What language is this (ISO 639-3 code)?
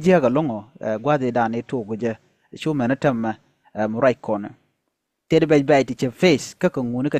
nus